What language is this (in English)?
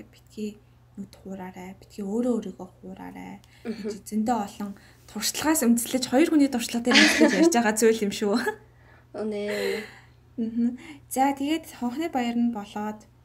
Mongolian